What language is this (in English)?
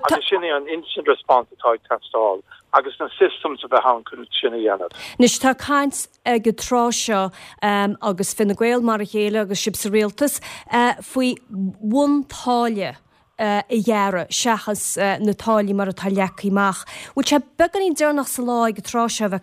Irish